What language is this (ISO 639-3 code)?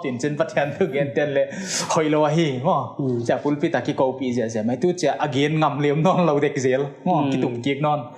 pck